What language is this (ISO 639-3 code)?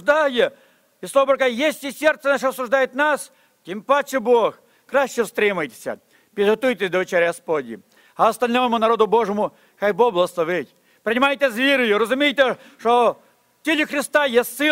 ukr